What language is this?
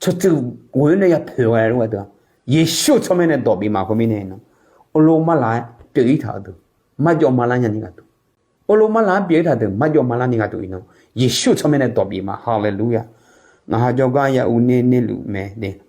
Akha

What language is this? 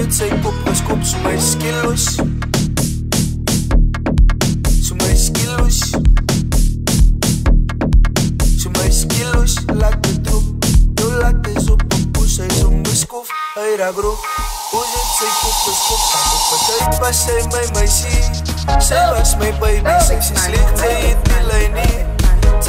Afrikaans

